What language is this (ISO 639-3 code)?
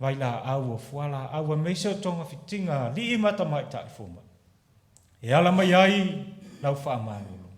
smo